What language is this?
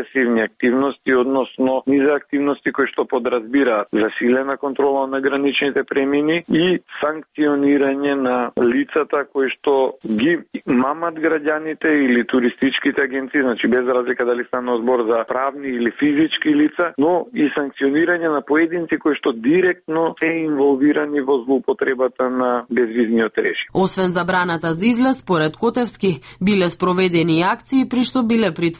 Macedonian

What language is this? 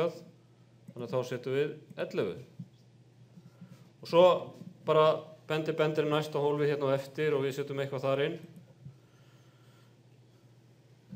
Icelandic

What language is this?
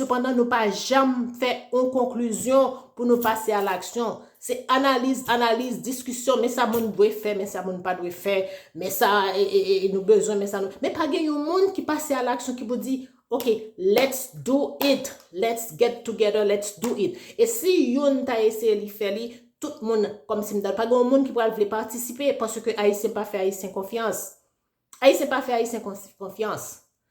Haitian Creole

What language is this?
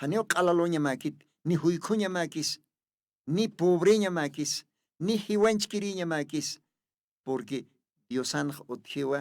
Aymara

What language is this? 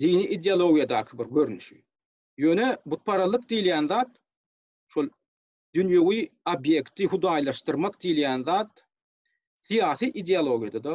Turkmen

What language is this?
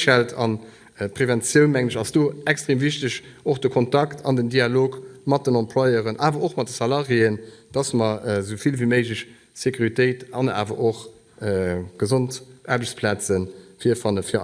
Luxembourgish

